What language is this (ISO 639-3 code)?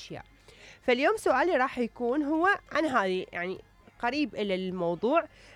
acm